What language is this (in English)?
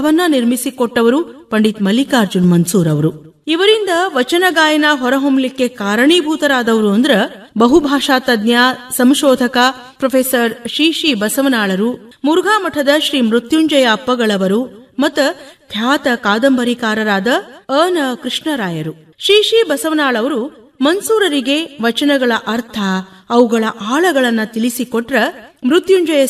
Kannada